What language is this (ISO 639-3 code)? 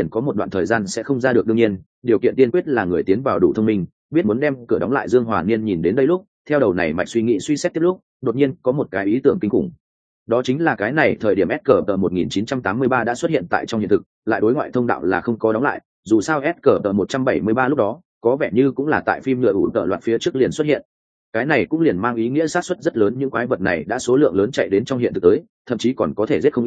vie